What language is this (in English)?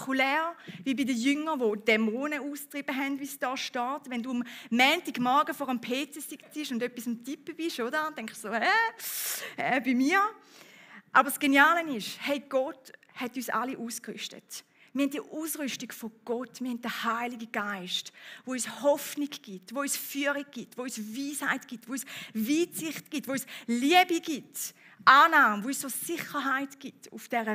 Swiss German